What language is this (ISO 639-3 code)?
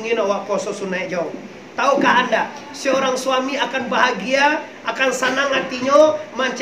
min